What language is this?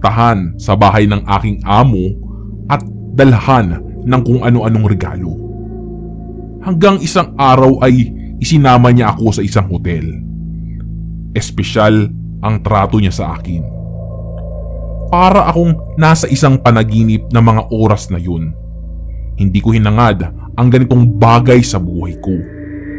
Filipino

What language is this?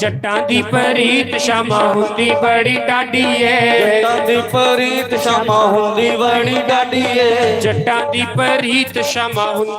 Dogri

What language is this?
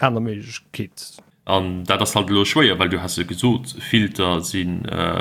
Luxembourgish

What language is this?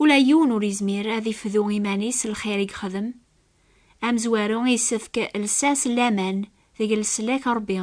Kabyle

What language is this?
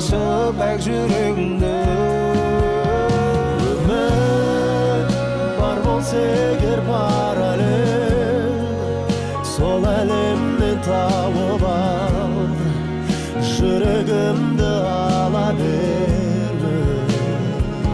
Kazakh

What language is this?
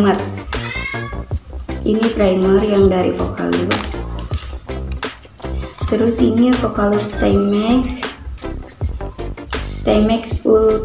Indonesian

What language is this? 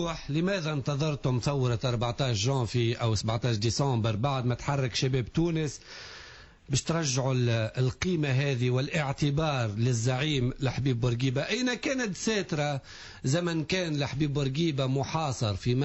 Tunisian Arabic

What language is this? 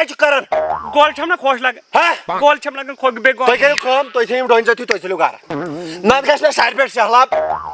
Kashmiri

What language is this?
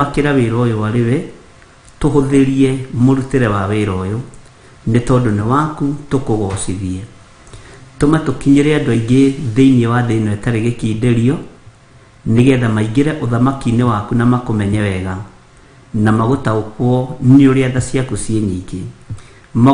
Kikuyu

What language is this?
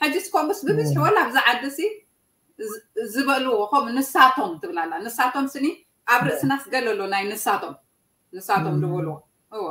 Tigrinya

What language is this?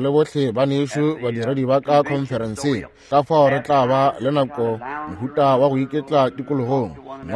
Northern Sotho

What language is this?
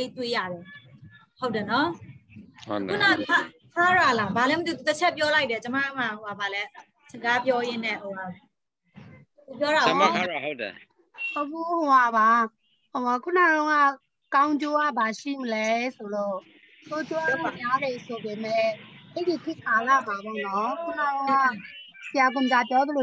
Burmese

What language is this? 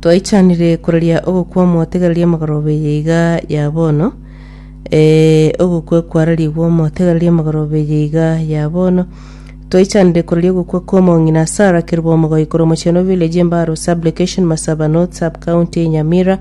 Gusii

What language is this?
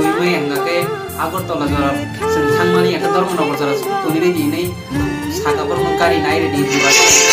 Kok Borok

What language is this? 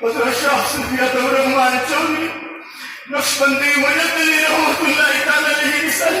Sylheti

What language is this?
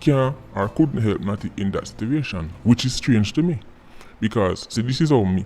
Jamaican Creole English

